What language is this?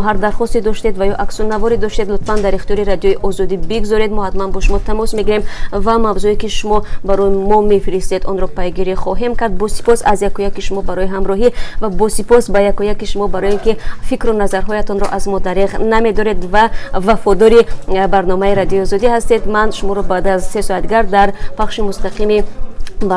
Tajik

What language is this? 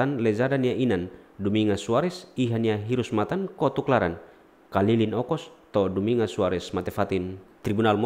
Tetum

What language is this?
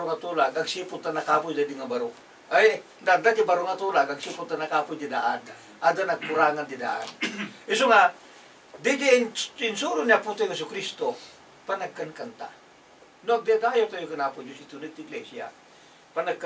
Iloko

